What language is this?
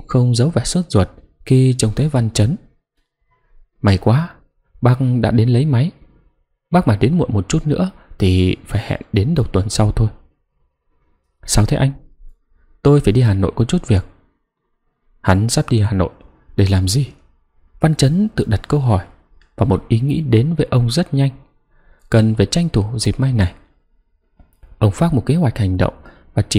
Vietnamese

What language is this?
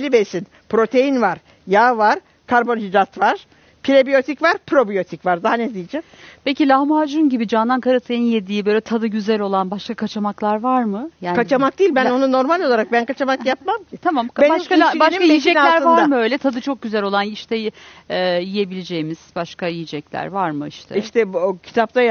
Turkish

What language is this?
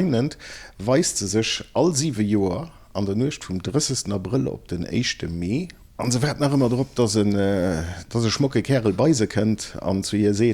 Luxembourgish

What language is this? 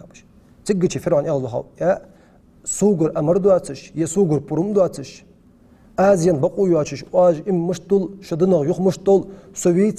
Ingush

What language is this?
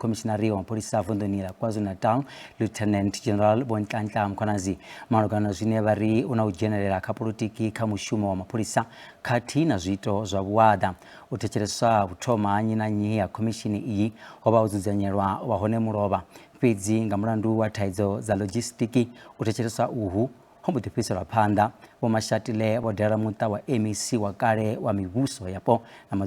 Venda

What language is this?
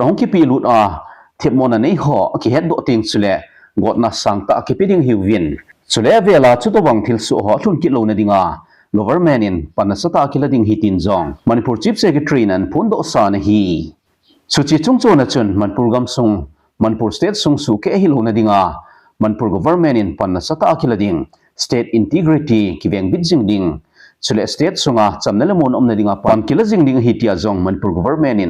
Thado Chin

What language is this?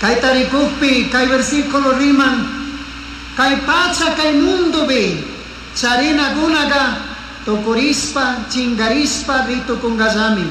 Chimborazo Highland Quichua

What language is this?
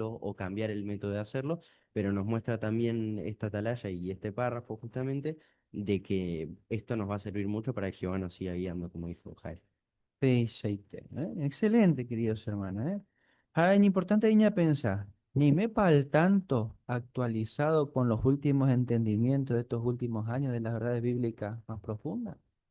Guarani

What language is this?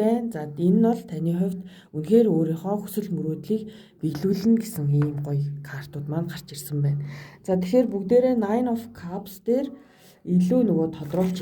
Mongolian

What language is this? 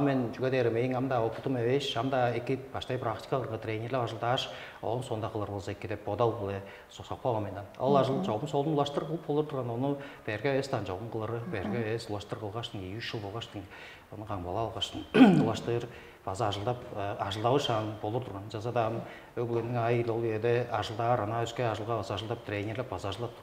Tuvinian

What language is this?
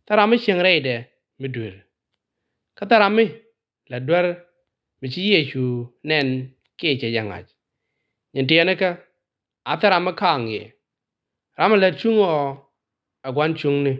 Nuer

